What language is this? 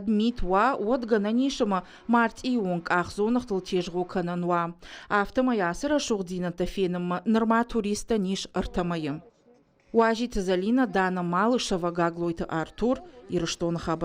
Ossetic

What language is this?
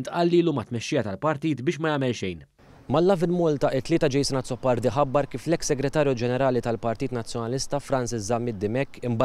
Maltese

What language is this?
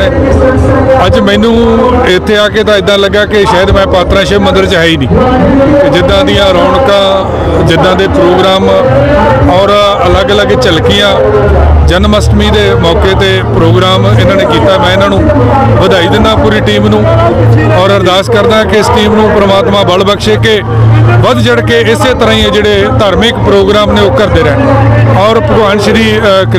Punjabi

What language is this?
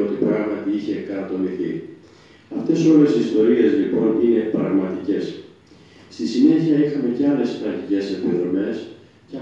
Greek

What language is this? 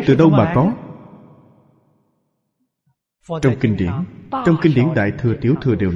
Vietnamese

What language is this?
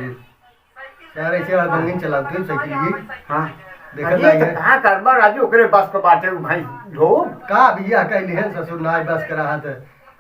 Awadhi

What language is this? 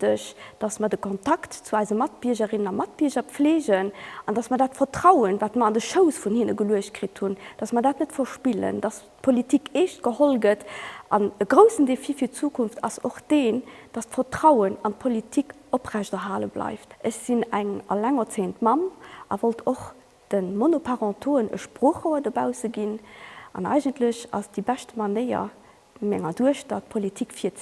Luxembourgish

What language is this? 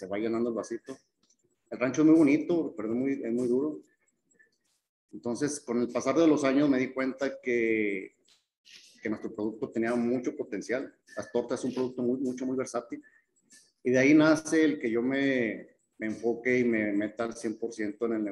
Spanish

